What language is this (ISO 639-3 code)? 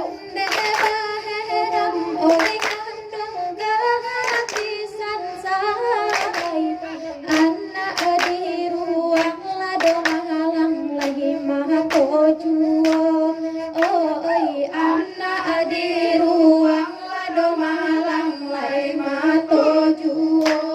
min